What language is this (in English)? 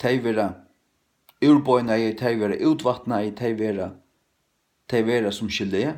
Faroese